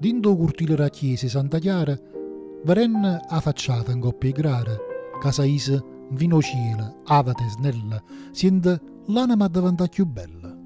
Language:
Neapolitan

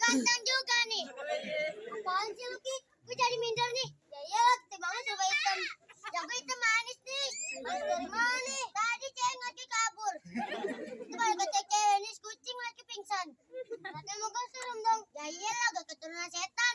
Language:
Betawi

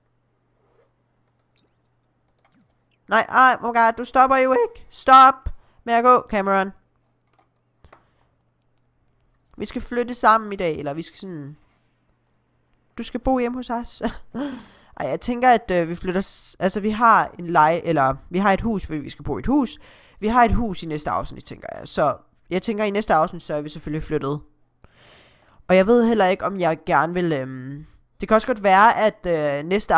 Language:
Danish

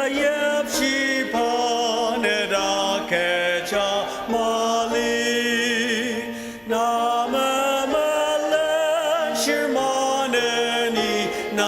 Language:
Ao Naga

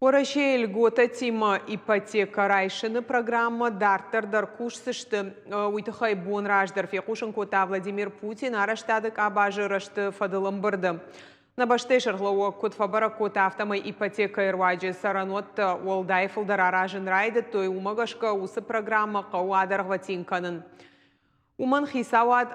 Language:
Ossetic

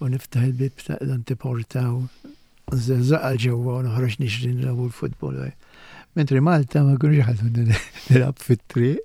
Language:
Maltese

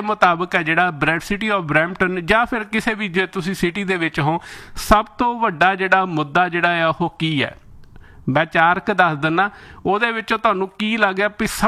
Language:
Punjabi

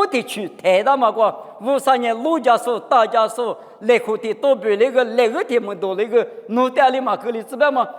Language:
Lisu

